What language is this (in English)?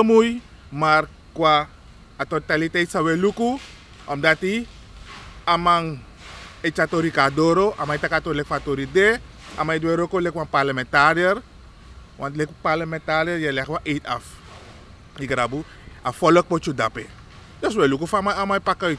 Sranan Tongo